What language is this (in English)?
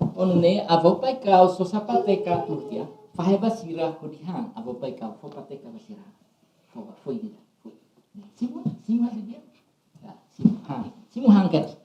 Tetum